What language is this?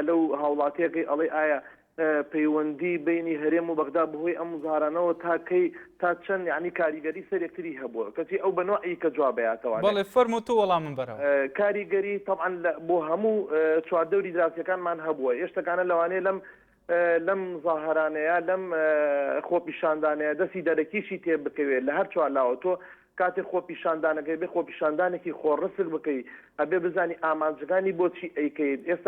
Central Kurdish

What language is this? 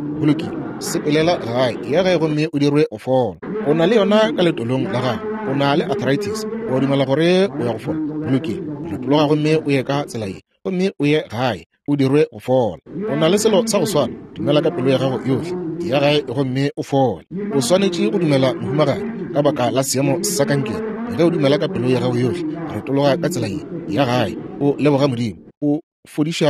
Northern Sotho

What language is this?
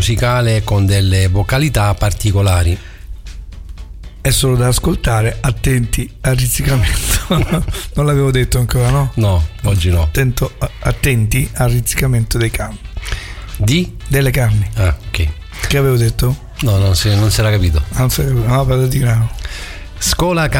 Italian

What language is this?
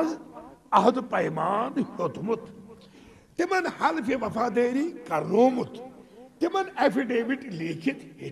Kashmiri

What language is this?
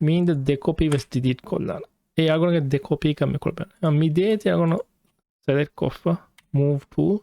Divehi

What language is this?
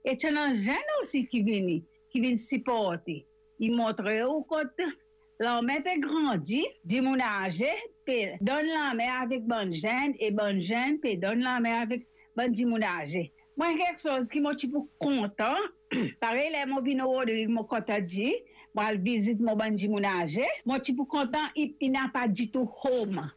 Morisyen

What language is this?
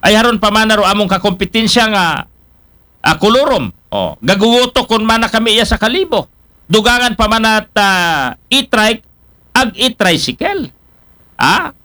Aklanon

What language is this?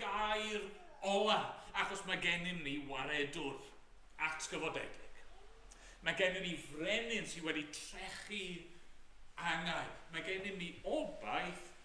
Welsh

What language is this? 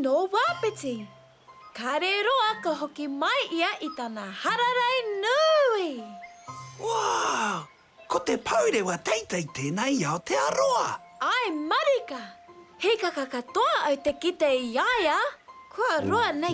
Māori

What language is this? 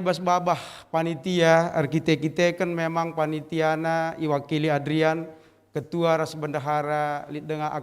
Batak Karo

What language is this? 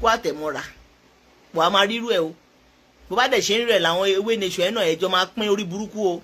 Yoruba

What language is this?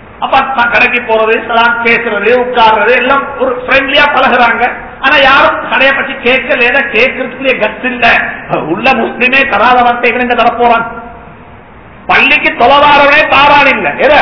Tamil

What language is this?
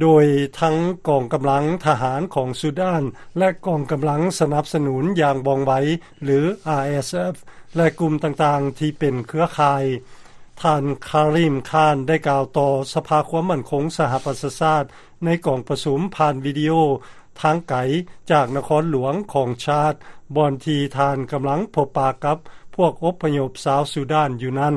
Lao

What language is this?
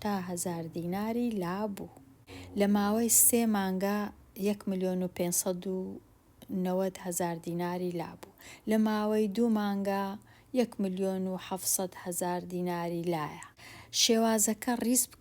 Central Kurdish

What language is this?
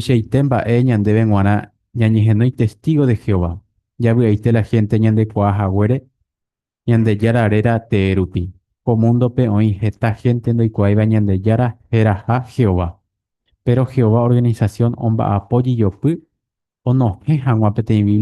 Guarani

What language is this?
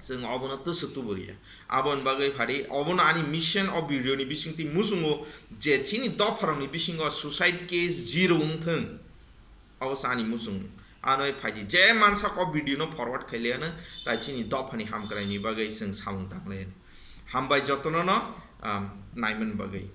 Kok Borok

